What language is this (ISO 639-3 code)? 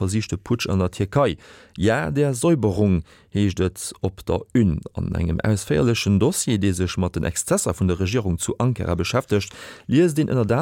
ltz